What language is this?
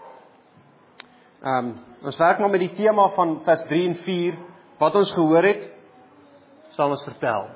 Afrikaans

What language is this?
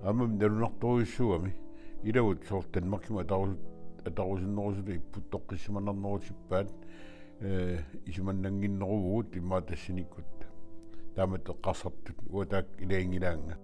Kalaallisut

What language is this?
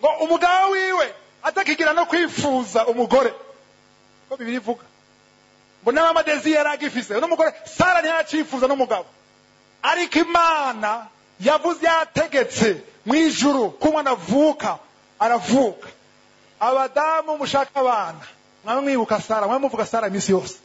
Rundi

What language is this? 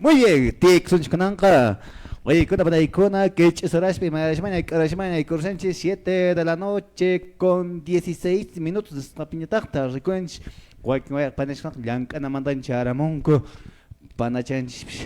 Quechua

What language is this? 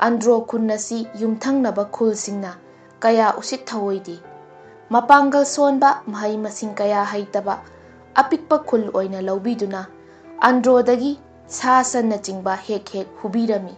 Manipuri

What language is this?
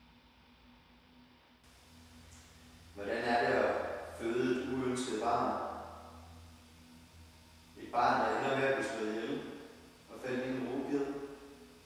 Danish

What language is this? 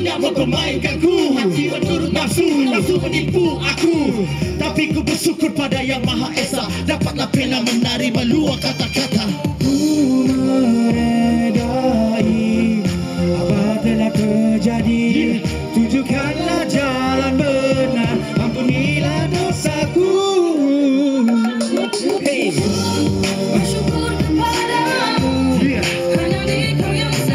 Malay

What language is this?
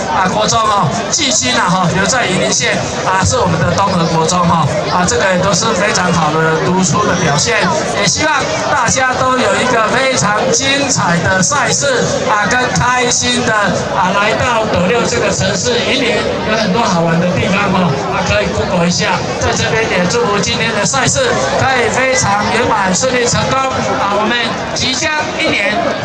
Chinese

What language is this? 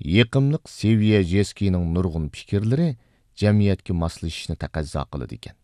Uyghur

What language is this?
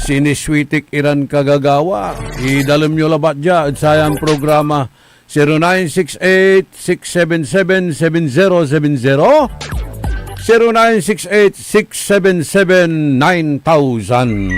Pangasinan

